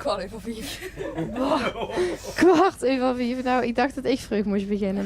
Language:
Limburgish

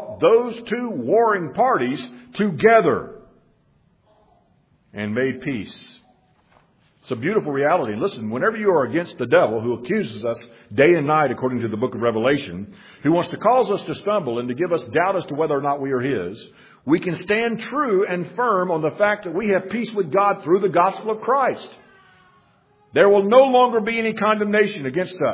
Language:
English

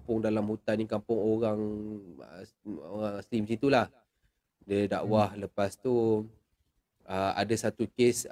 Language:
Malay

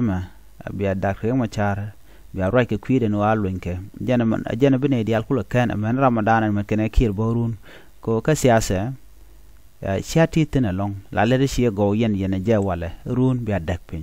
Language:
Nuer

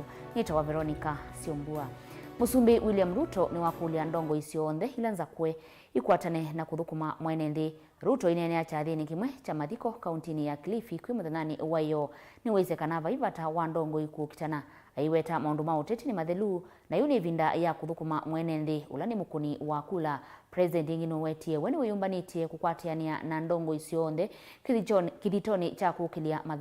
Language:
Kamba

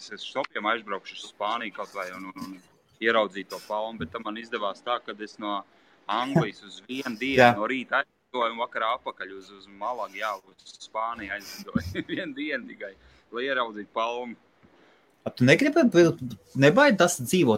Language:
Latvian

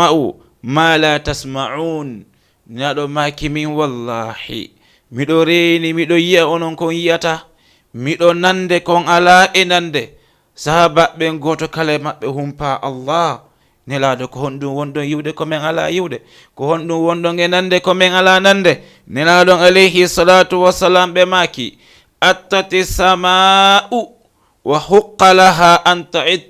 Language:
Fula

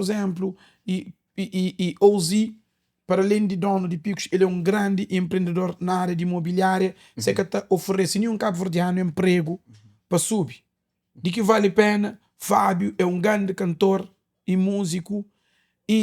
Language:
Kabuverdianu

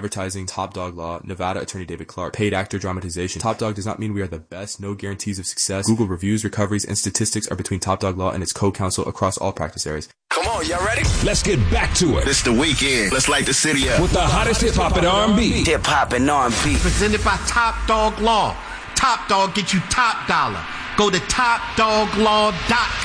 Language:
English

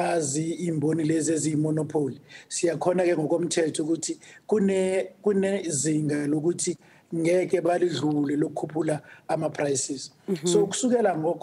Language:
Zulu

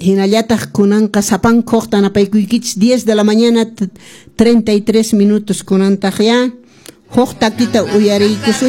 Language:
Quechua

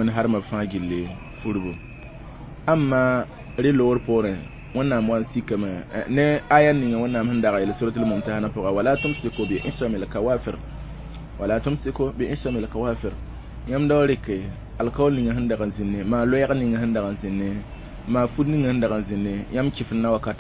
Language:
Mossi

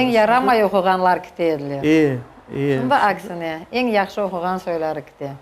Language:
Crimean Tatar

